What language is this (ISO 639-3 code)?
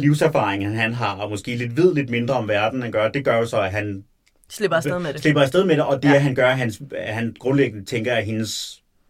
dan